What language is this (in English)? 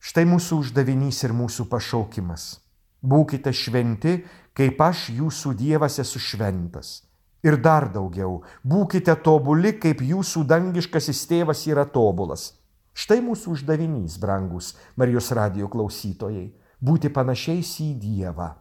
Lithuanian